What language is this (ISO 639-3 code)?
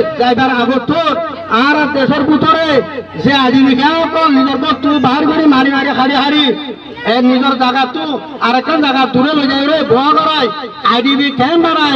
rhg